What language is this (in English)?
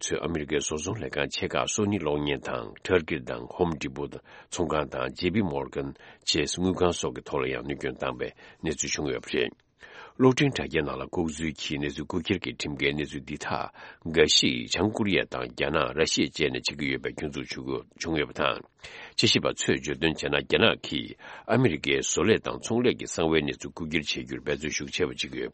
Tibetan